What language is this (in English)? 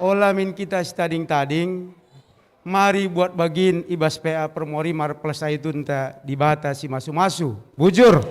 Batak Karo